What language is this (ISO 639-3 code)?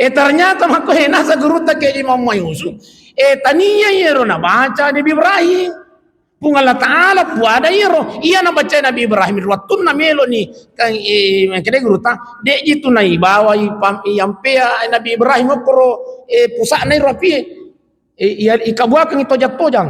bug